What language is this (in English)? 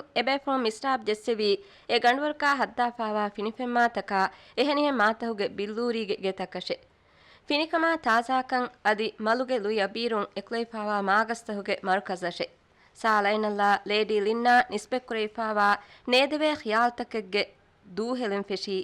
Divehi